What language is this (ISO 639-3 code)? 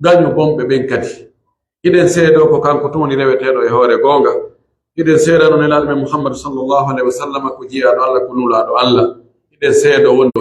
fuf